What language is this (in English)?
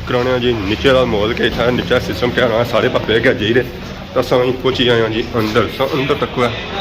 Pahari-Potwari